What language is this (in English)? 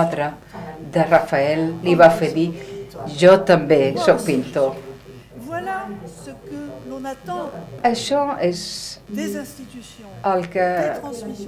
Catalan